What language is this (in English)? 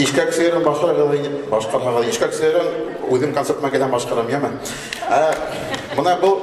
Bashkir